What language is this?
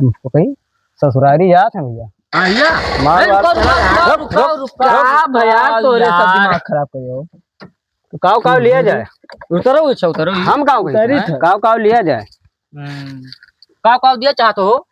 Awadhi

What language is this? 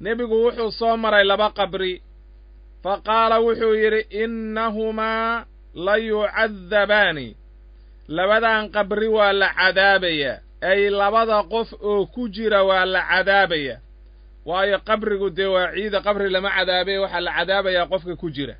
Somali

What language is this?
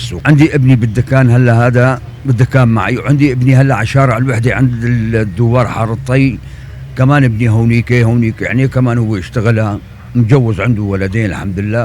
North Levantine Arabic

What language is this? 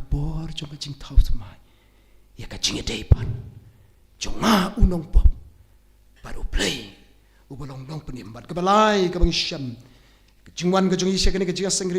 Khasi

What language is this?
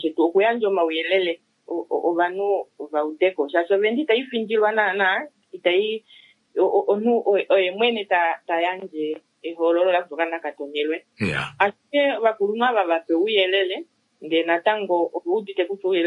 Kuanyama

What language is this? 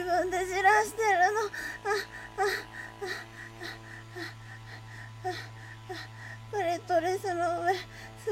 Japanese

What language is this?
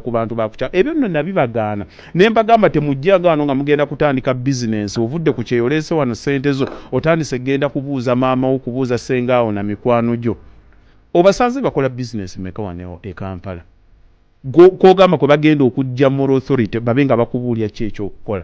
Ganda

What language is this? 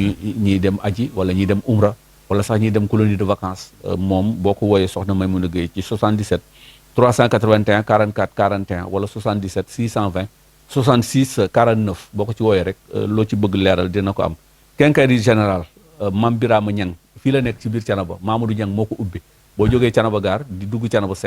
Wolof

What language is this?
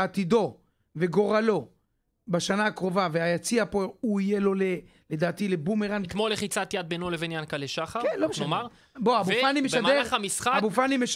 Hebrew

